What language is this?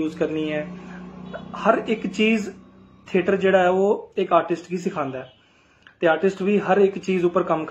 Dogri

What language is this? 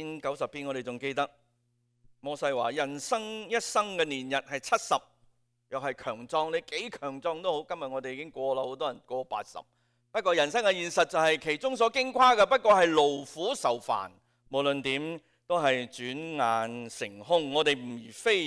Cantonese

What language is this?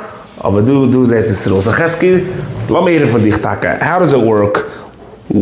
Yiddish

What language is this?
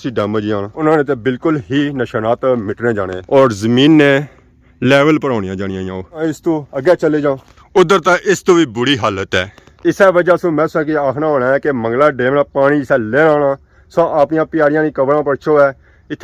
Pahari-Potwari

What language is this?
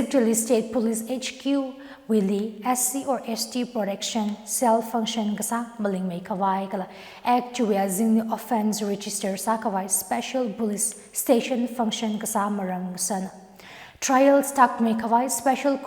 Tangkhul Naga (India)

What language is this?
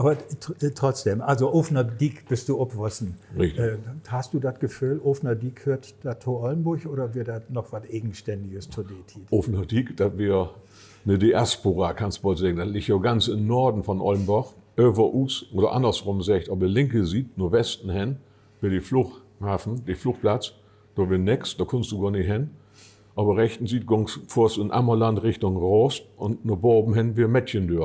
Low German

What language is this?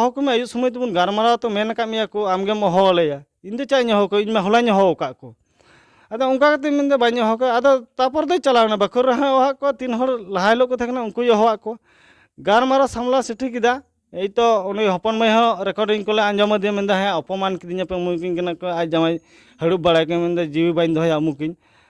Santali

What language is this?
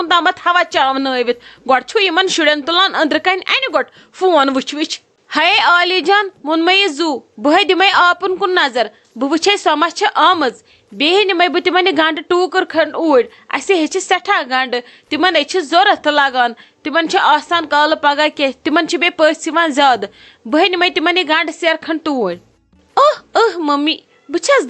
Kashmiri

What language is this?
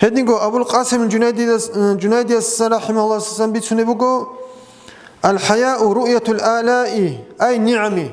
Avaric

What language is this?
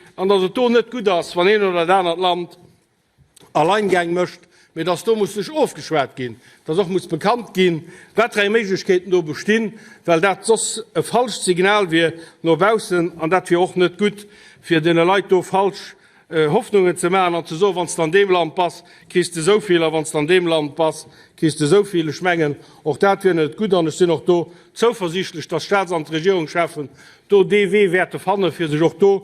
Luxembourgish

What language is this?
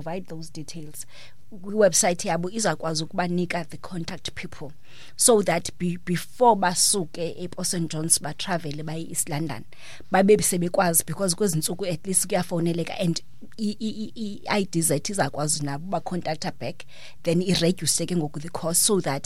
Xhosa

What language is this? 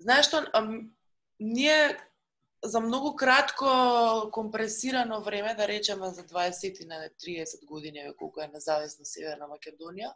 Macedonian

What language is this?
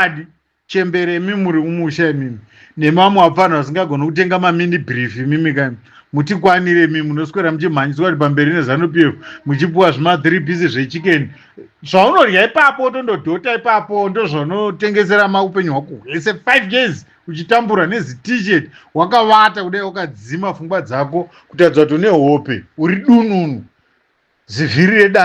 Shona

